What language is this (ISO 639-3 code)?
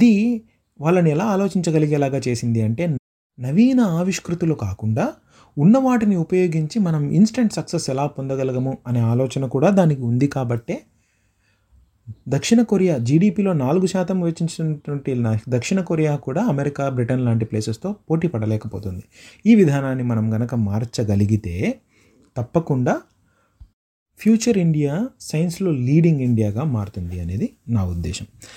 tel